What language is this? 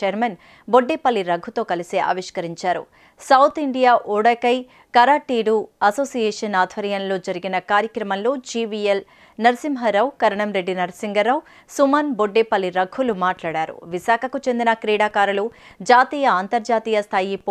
Telugu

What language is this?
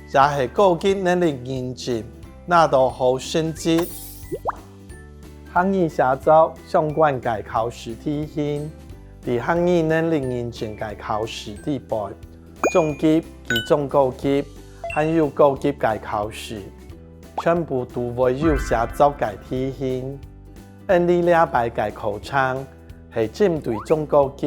Hakka Chinese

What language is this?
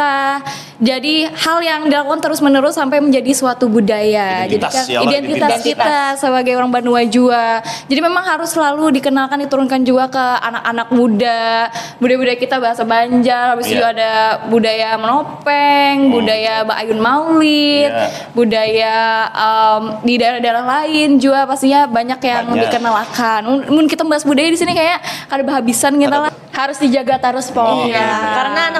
Banjar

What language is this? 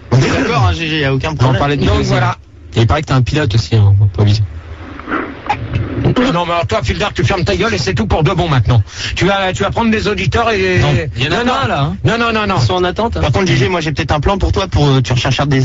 French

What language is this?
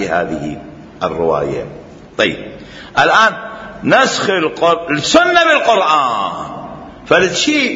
Mesopotamian Arabic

